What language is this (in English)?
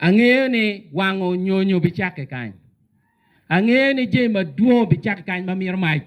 Acoli